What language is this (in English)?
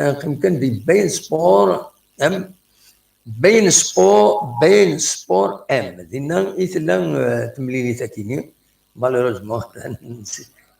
Kabyle